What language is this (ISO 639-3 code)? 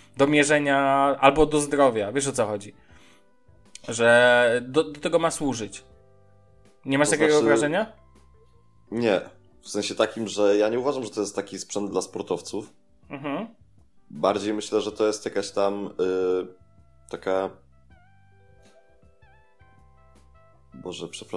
pol